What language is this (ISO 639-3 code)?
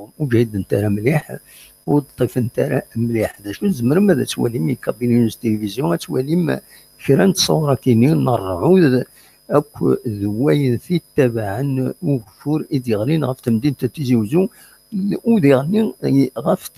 kab